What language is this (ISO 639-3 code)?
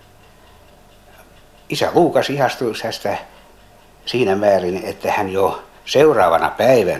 fin